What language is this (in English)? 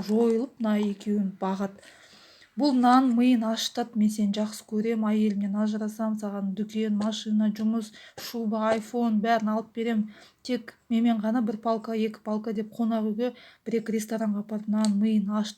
Kazakh